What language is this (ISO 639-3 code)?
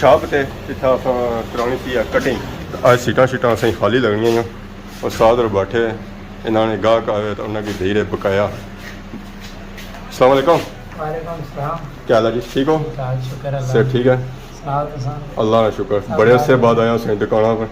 phr